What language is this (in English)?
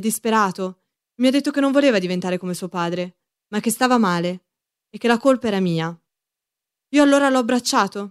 Italian